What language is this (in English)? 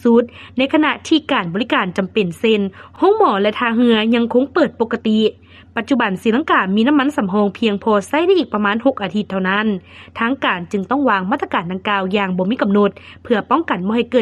Lao